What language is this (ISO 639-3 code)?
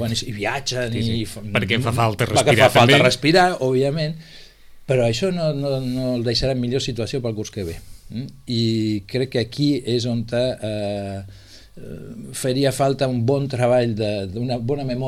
cat